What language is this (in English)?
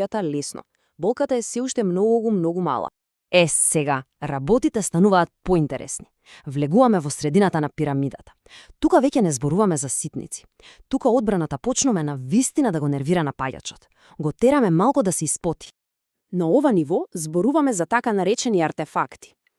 Macedonian